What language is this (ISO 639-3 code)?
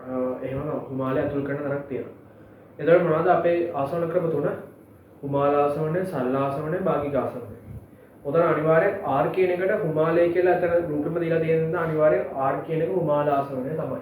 sin